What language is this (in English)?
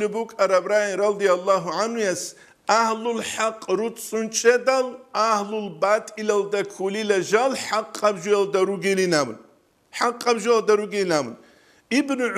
Avaric